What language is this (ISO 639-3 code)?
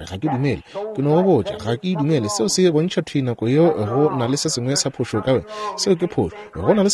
nso